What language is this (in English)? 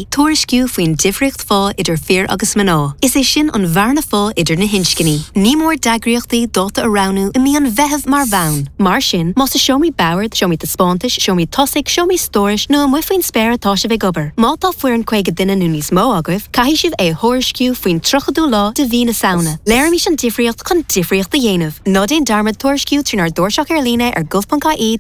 Irish